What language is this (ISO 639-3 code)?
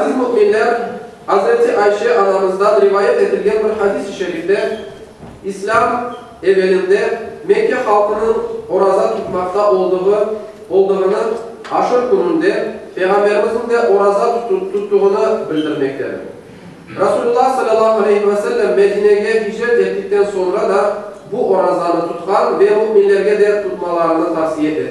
crh